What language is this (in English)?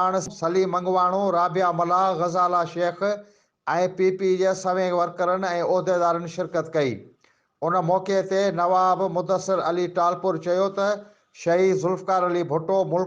Sindhi